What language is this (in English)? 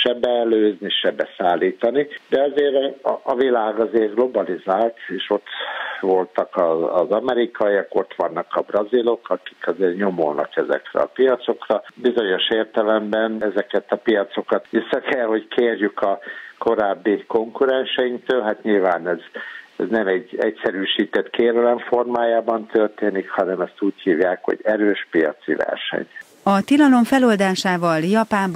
Hungarian